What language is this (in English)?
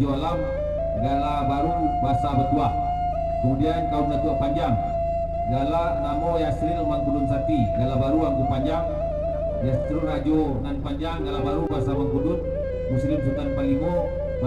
Minangkabau